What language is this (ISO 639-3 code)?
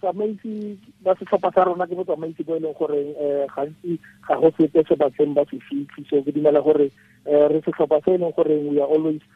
tsn